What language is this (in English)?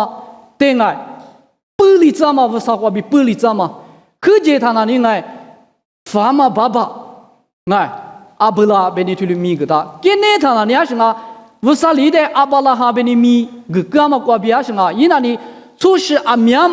Lisu